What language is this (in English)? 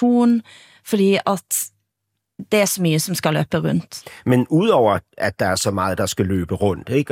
Danish